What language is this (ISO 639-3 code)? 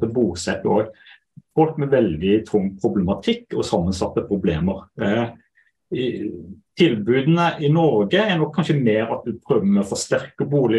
nor